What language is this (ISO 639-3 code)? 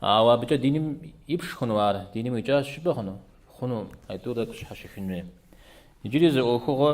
kbd